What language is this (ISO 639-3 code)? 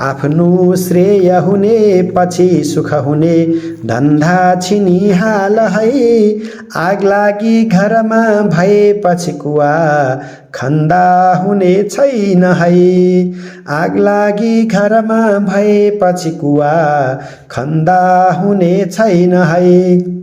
nep